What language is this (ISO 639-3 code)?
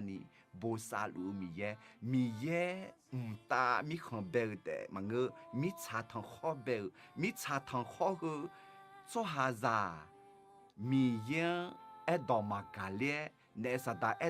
ahk